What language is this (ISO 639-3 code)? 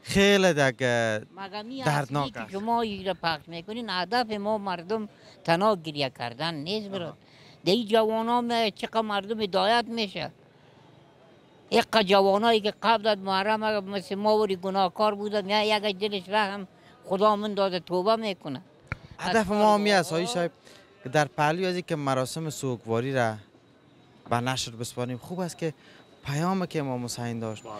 fas